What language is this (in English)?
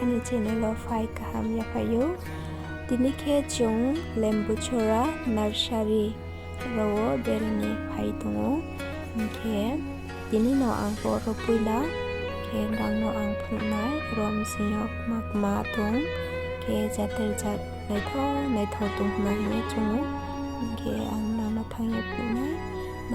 Riang (India)